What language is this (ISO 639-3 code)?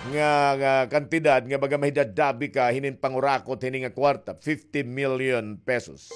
war